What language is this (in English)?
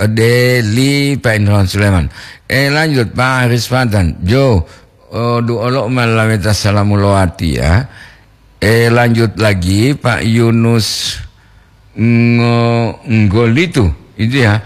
Gorontalo